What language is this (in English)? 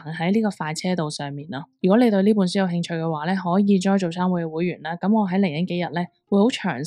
Cantonese